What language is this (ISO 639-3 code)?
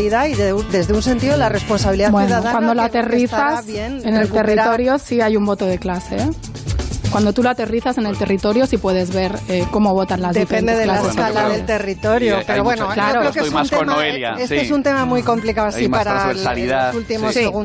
spa